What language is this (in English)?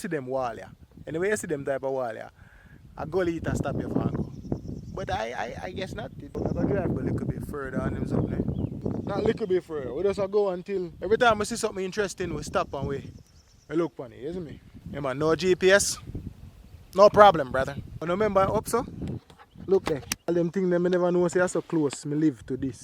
Jamaican Creole English